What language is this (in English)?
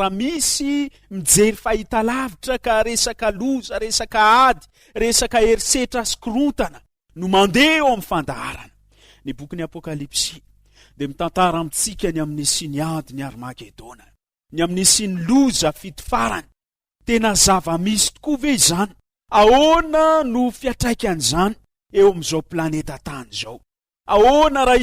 Malagasy